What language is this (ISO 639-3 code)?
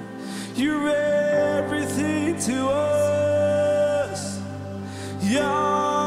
eng